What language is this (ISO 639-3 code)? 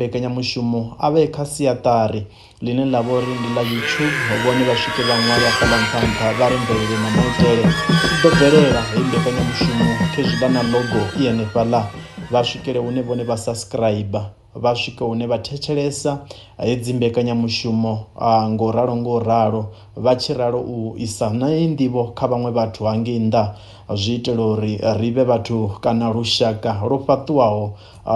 ven